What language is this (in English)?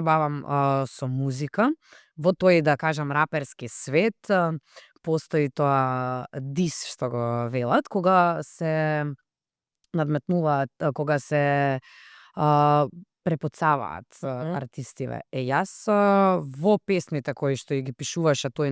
Macedonian